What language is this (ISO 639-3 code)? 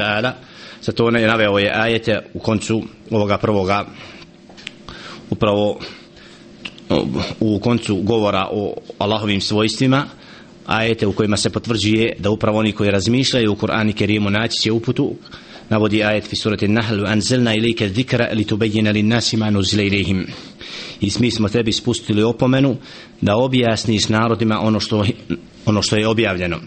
bos